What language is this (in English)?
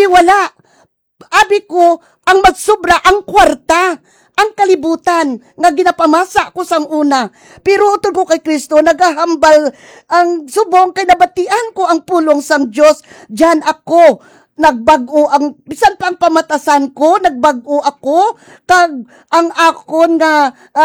Hiligaynon